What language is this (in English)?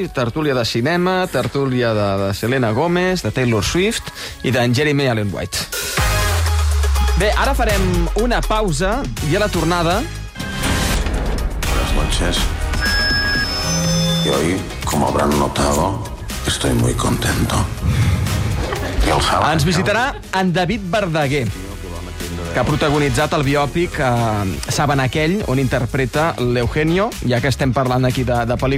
Catalan